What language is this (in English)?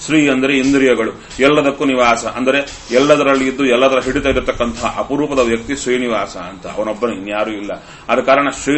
Kannada